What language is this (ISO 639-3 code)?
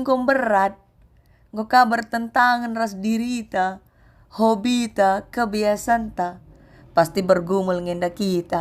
btx